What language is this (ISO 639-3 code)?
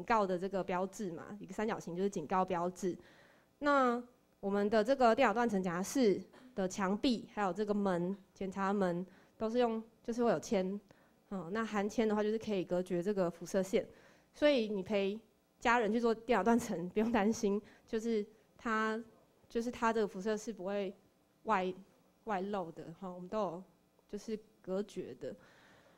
zho